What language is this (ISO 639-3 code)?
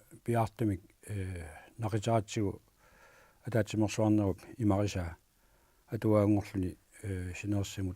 kal